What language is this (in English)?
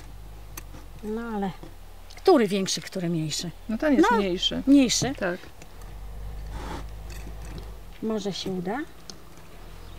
Polish